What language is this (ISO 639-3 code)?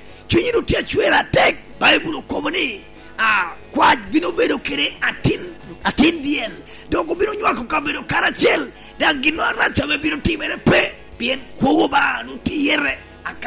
laj